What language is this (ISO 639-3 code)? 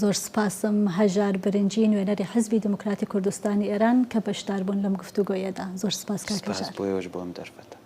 ckb